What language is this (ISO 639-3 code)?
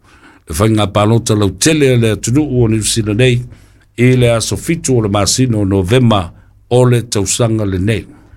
smo